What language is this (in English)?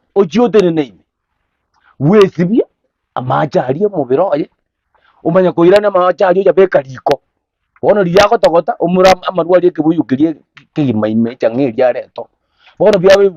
Gusii